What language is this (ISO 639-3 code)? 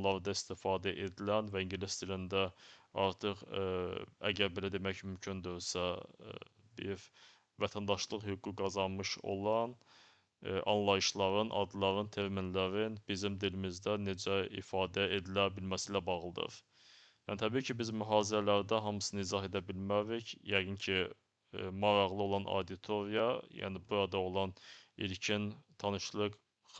aze